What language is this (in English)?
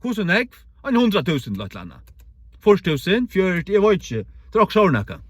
Faroese